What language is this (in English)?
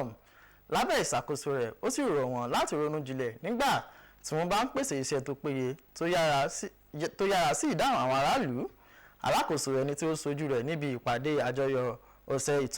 Yoruba